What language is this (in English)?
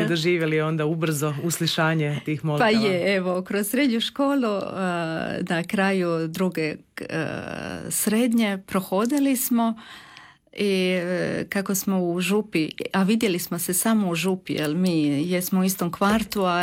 Croatian